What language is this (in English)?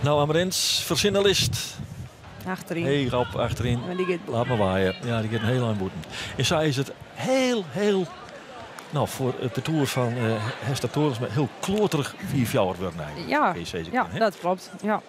Western Frisian